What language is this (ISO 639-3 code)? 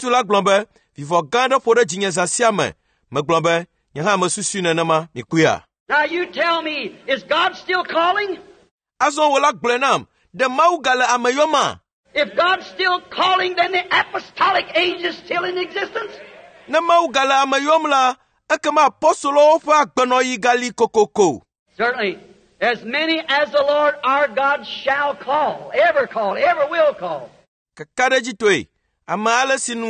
ewe